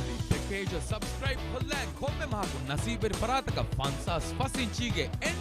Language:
Divehi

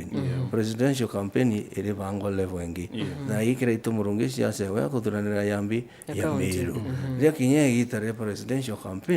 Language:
Meru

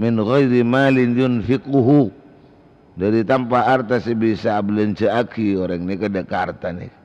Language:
Madurese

